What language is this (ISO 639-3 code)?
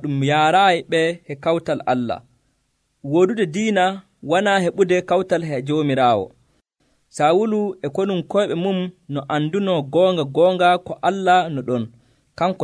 fuv